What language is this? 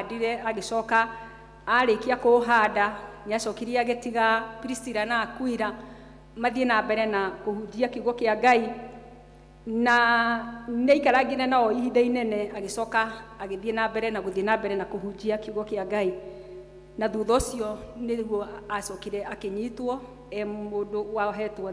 Kikuyu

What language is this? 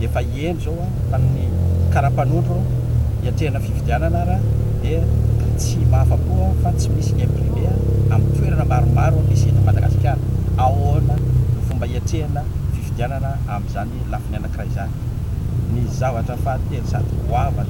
Malagasy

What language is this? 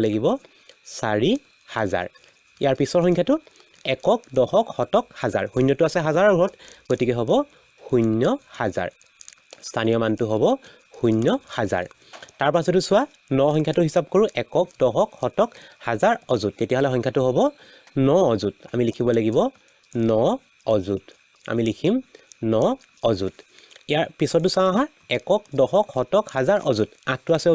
Assamese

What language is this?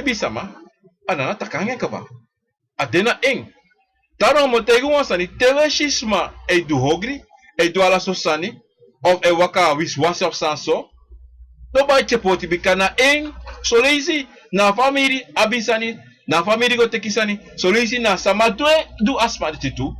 Sranan Tongo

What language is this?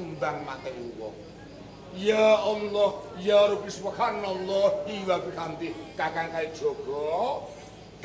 Javanese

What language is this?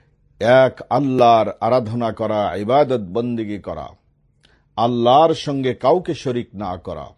Bangla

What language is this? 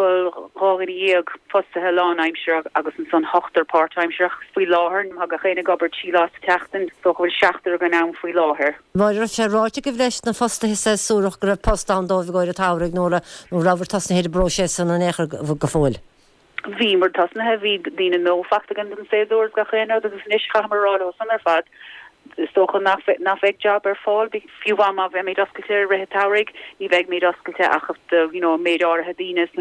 Irish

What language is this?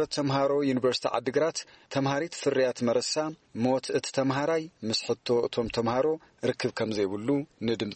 Tigrinya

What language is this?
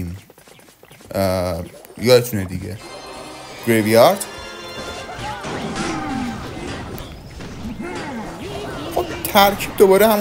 Persian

